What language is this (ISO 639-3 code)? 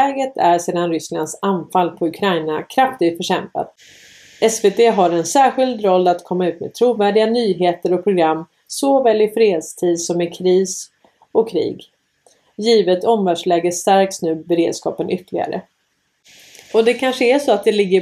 swe